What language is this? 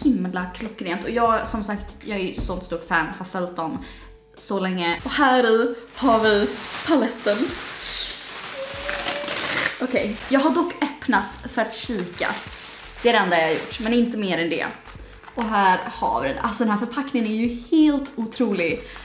Swedish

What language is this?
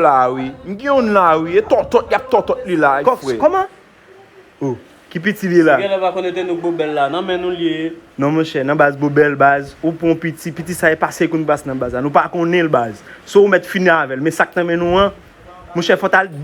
Haitian Creole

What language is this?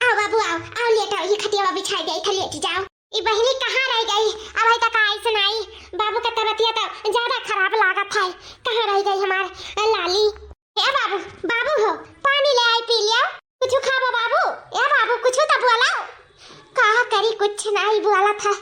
Awadhi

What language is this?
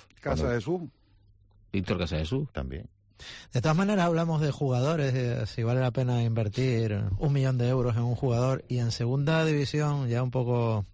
Spanish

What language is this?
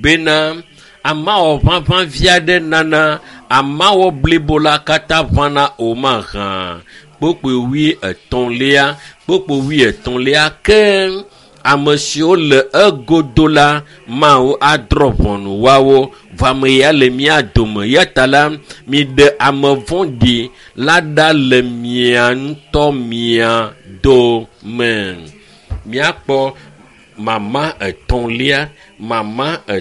Ewe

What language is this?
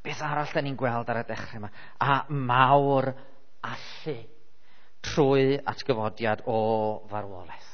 Welsh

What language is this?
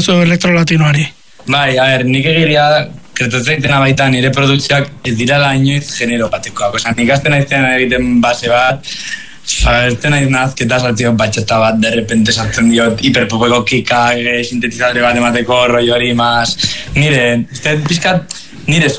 Basque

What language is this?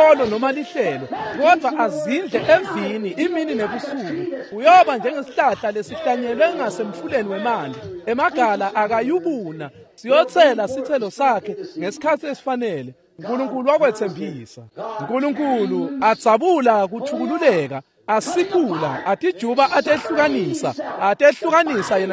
Swati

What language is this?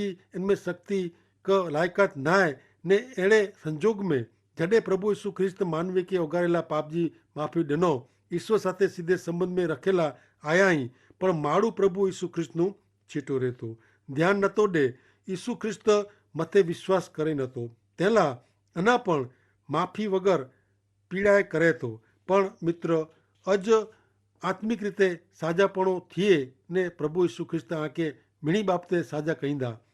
Kachhi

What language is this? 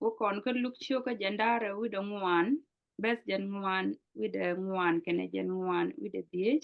Nuer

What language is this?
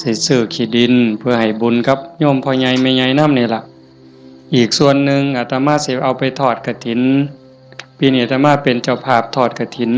Northeastern Thai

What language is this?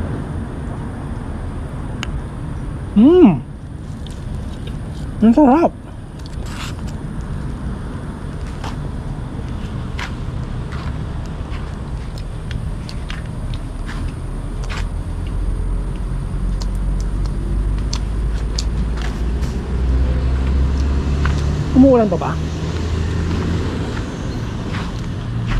Filipino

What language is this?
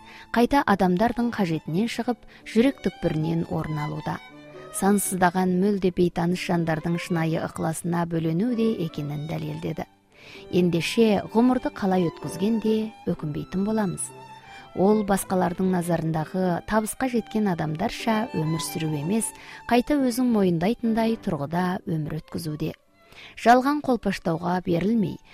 Kazakh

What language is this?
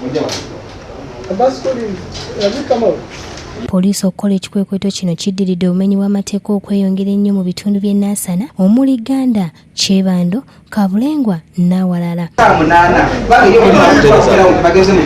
Ganda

